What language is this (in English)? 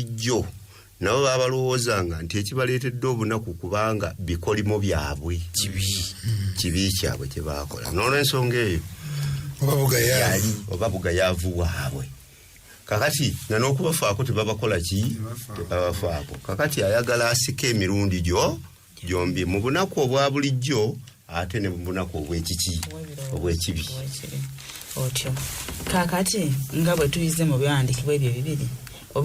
Ganda